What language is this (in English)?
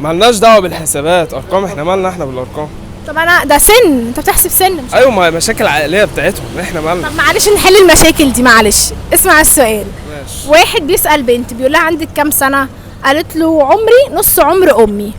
Egyptian Arabic